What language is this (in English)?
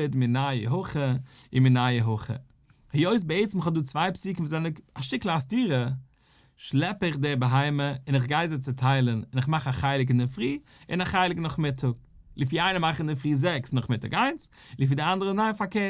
Yiddish